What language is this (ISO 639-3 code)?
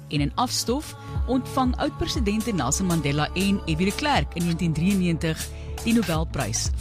afr